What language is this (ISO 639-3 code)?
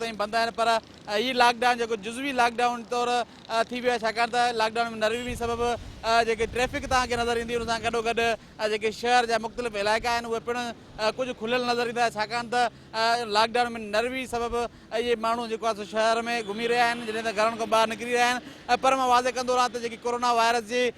snd